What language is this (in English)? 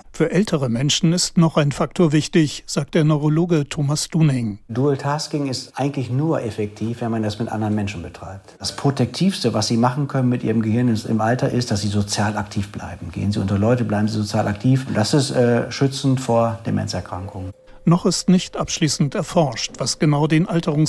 German